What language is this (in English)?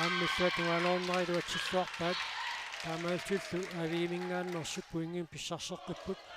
Kalaallisut